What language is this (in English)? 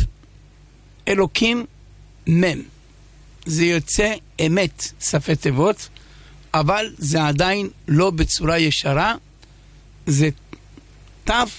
Hebrew